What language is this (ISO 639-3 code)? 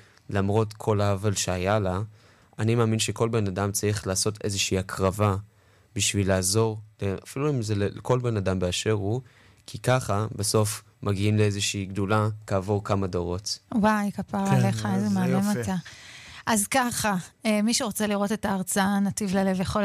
heb